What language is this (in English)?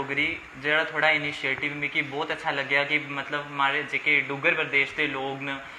Dogri